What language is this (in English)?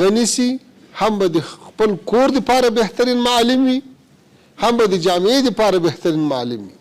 Pashto